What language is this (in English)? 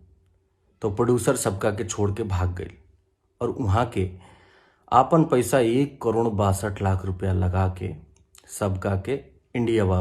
Bhojpuri